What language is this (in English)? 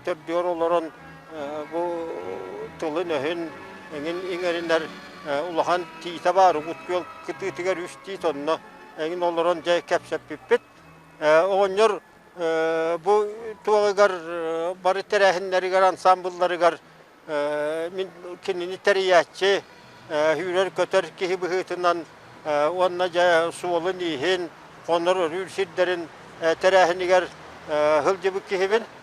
Yakut